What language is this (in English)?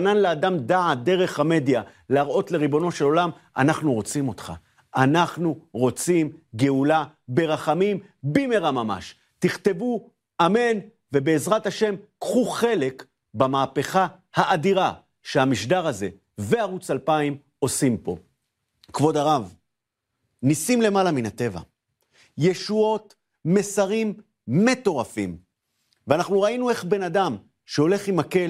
Hebrew